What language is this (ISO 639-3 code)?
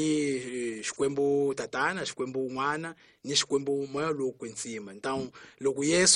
tso